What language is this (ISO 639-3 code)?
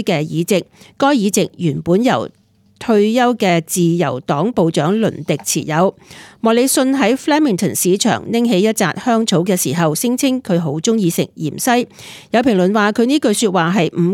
yue